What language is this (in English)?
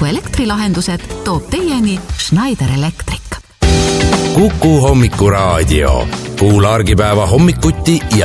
Estonian